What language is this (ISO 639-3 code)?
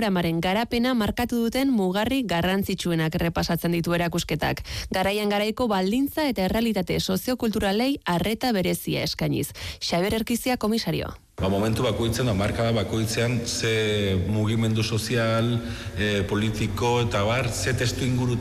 eus